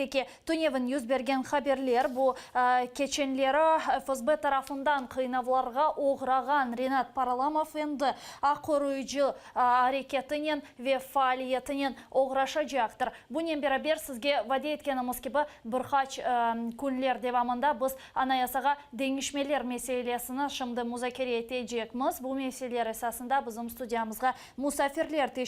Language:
Crimean Tatar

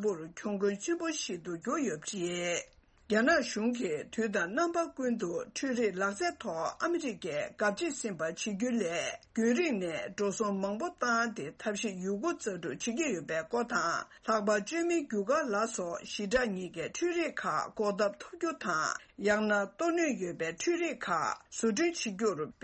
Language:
Tibetan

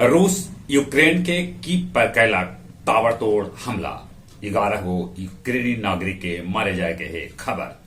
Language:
Magahi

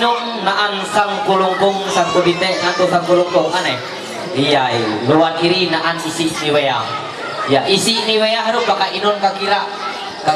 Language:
Ma'anyan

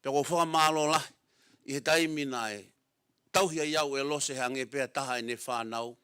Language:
Tongan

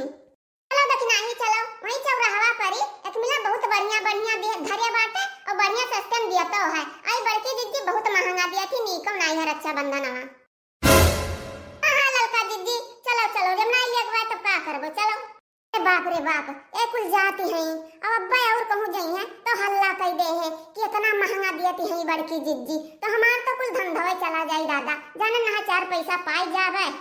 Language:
Awadhi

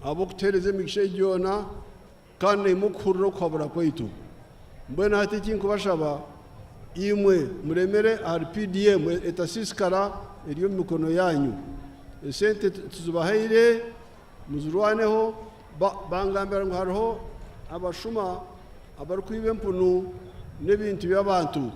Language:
Nyankole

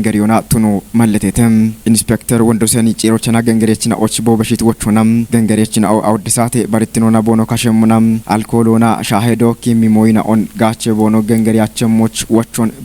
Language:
Kafa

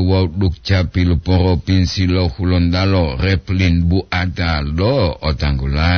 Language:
Gorontalo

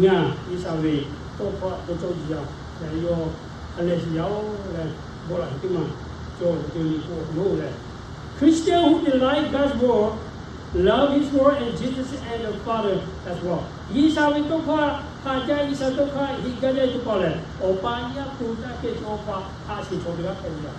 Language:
Lahu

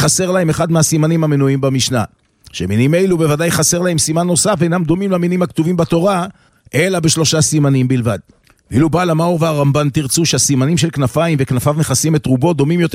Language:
Hebrew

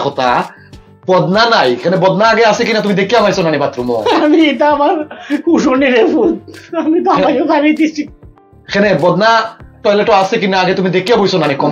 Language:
Sylheti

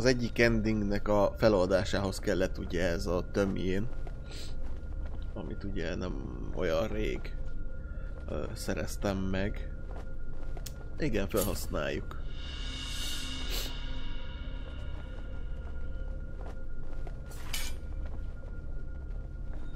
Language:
Hungarian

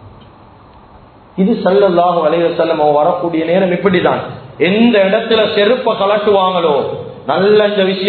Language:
Tamil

